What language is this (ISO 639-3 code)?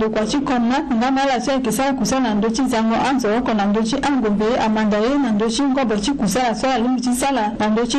sag